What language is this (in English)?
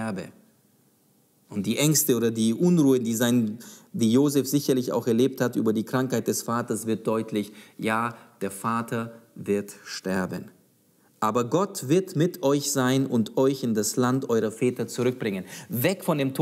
German